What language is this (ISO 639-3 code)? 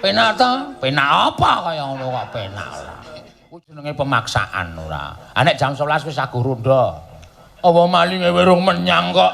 jav